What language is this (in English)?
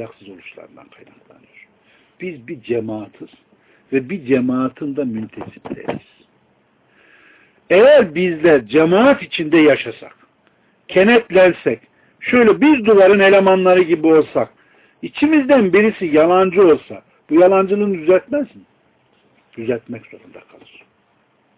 Turkish